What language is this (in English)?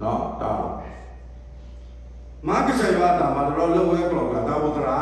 S'gaw Karen